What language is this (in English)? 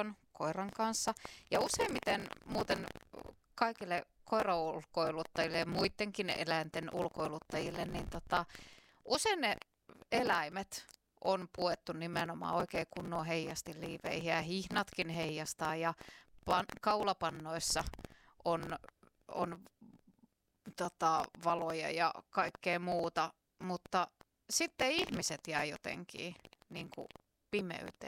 Finnish